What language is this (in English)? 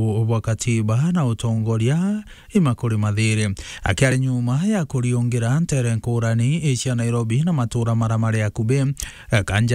Meru